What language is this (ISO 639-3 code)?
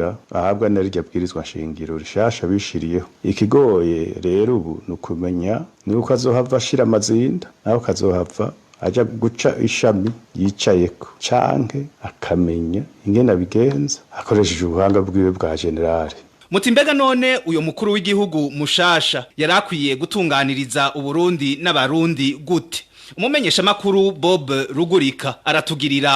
run